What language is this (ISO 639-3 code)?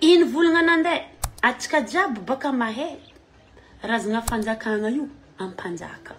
mlg